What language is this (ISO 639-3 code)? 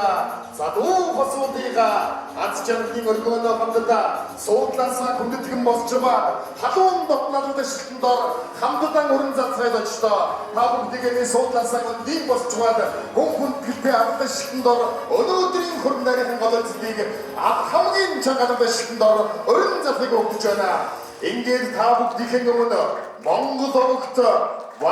mon